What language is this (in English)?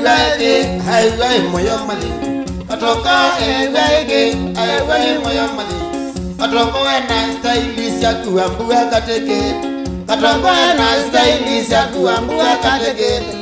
Kamba